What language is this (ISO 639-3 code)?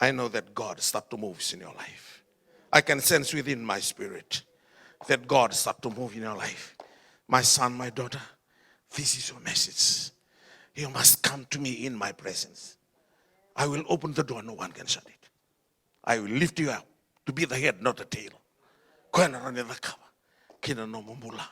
fij